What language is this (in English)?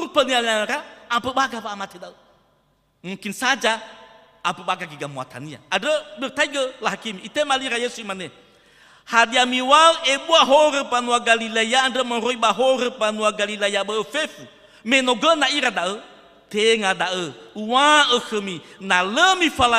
Nias